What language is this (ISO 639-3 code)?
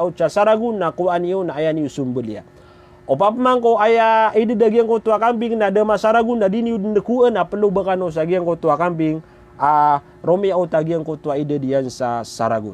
mrw